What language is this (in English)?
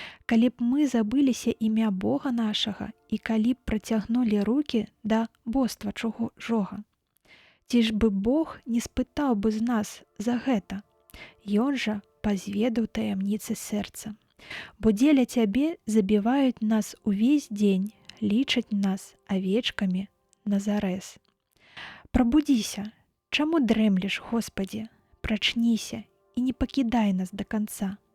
Belarusian